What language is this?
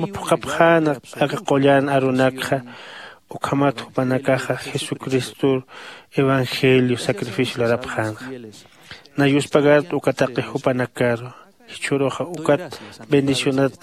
Aymara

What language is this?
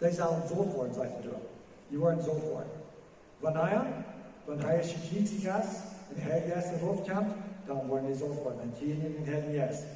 Plautdietsch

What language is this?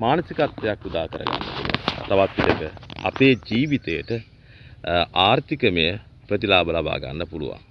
Sinhala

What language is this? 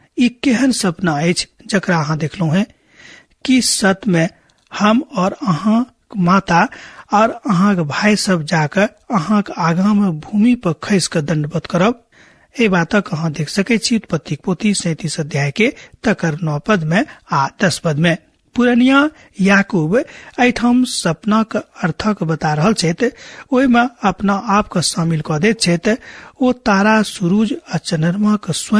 Maithili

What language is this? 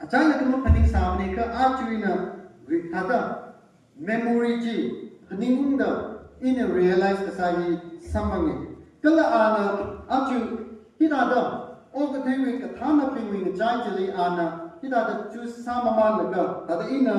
Tangkhul Naga (India)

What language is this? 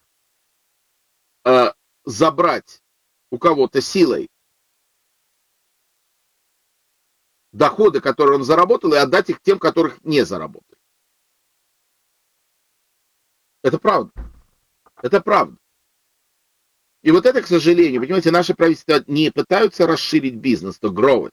Russian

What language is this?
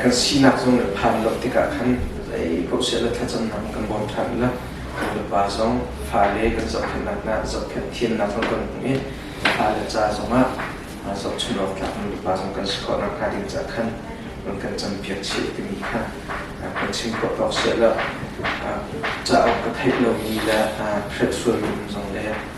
Hakha Chin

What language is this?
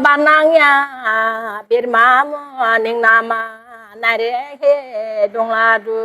Dimasa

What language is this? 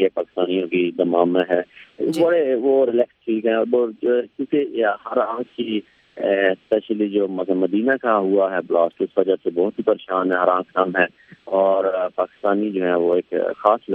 Urdu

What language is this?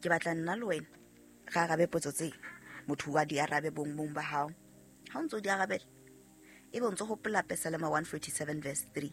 Southern Sotho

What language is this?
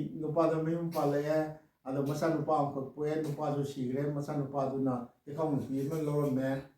Manipuri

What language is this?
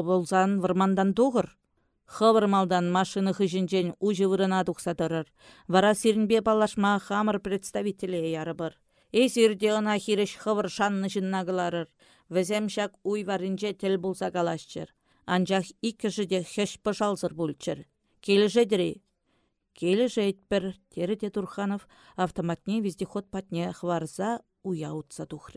Chuvash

